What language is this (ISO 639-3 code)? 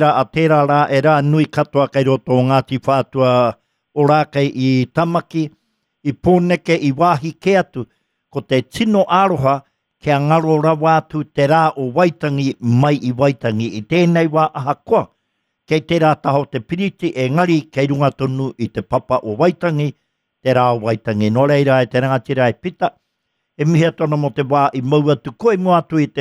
mri